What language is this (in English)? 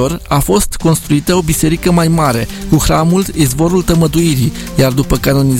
Romanian